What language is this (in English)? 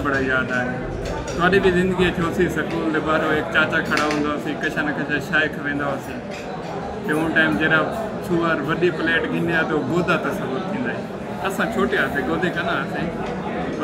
Saraiki